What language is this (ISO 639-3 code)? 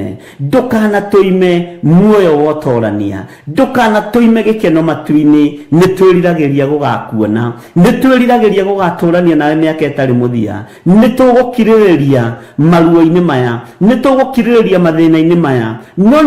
kik